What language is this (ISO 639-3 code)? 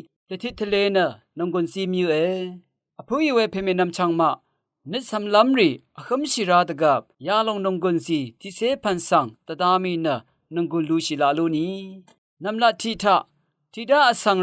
raw